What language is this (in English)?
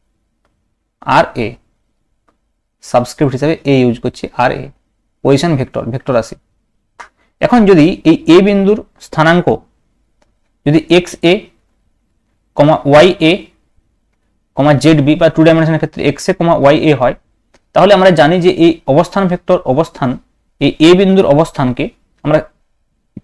Bangla